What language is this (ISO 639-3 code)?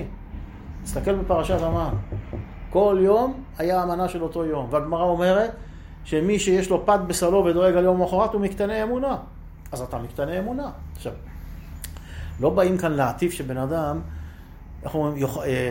heb